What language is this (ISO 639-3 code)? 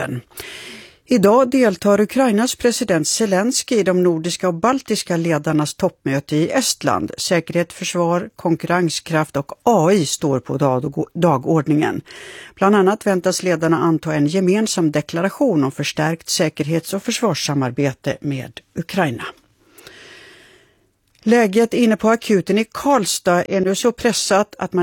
swe